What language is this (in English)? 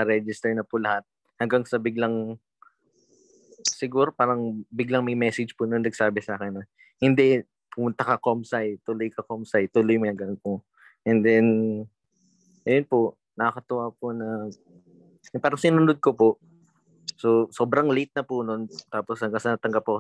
Filipino